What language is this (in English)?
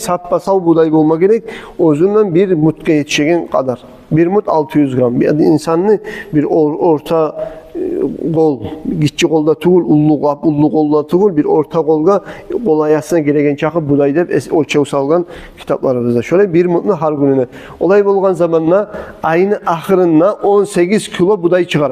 Kumyk